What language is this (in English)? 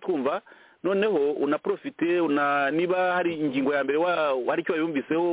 Kinyarwanda